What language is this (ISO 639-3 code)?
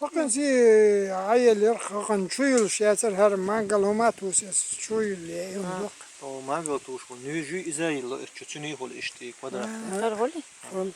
che